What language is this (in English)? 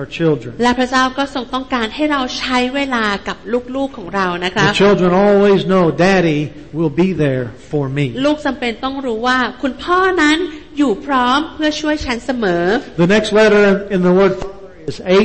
Thai